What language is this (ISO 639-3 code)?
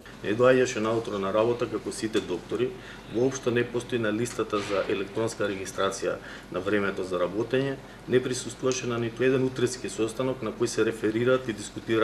mkd